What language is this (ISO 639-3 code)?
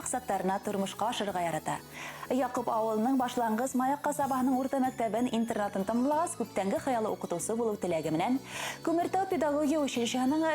bak